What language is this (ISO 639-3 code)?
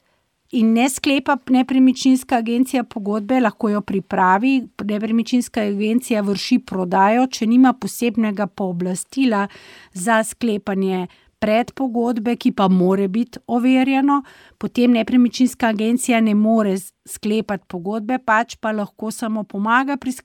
slv